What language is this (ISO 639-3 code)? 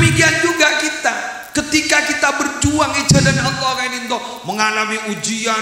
mad